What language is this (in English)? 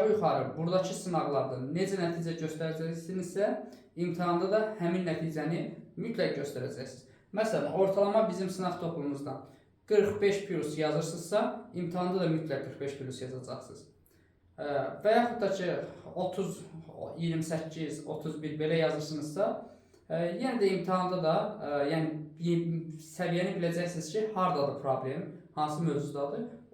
Azerbaijani